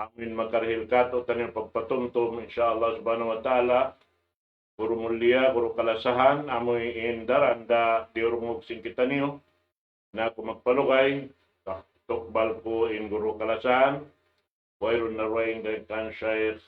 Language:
Tausug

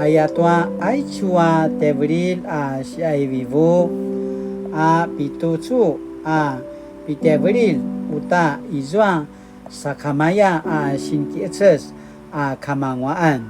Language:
Paiwan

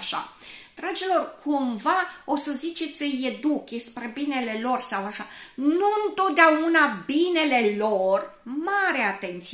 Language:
Romanian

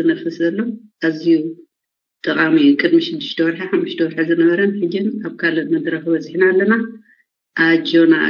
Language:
Tigrinya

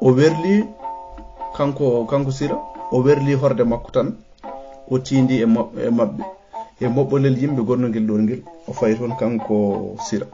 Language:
Fula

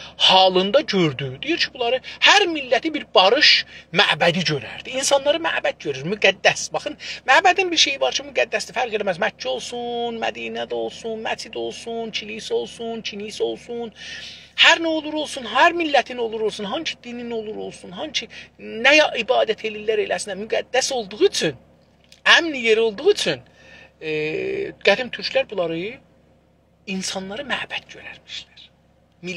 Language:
South Azerbaijani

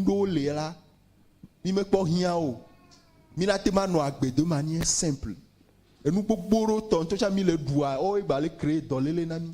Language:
Ewe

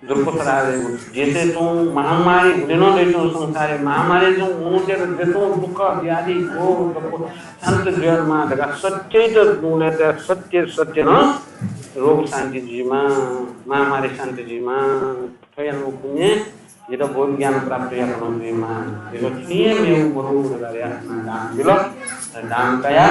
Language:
Newari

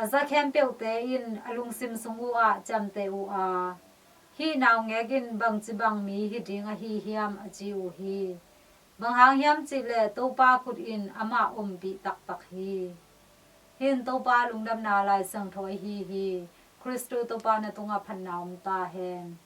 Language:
Tedim Chin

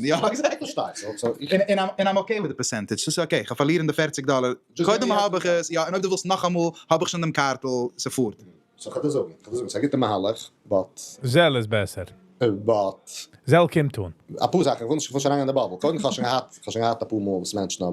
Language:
Yiddish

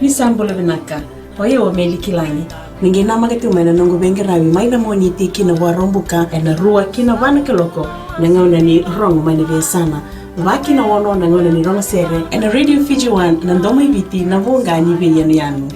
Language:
Fijian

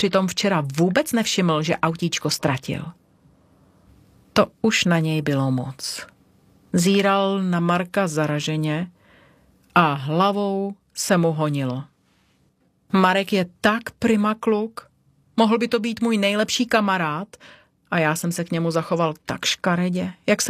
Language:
Czech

